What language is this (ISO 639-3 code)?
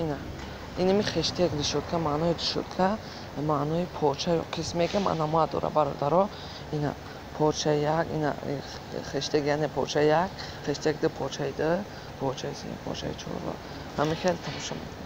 tgk